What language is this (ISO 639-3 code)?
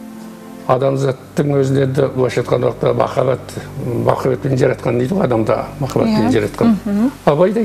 kaz